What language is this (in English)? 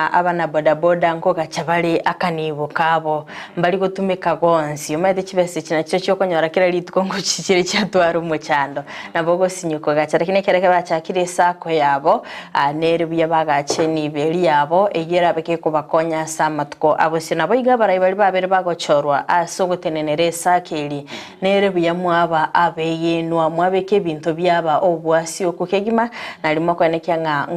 Gusii